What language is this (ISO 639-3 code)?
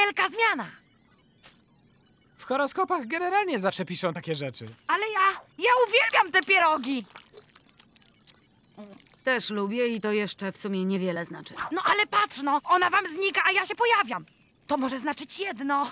pol